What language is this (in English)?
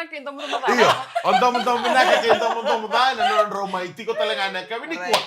Fijian